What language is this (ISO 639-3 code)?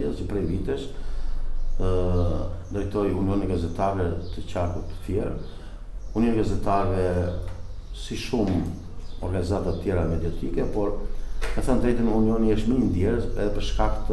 sqi